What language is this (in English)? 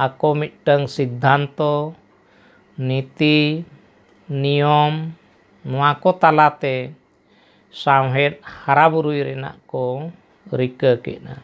Santali